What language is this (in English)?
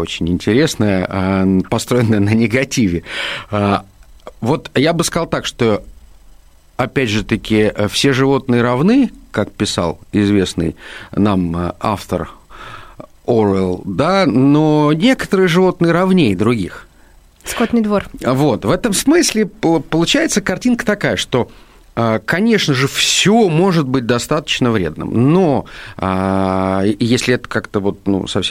Russian